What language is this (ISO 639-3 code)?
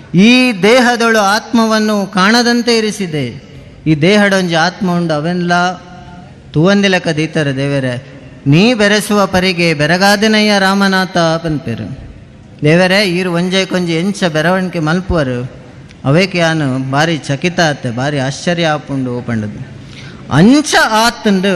tcy